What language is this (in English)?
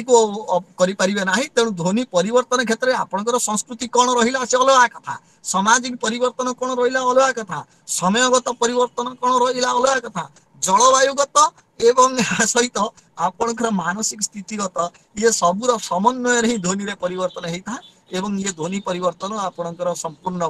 Odia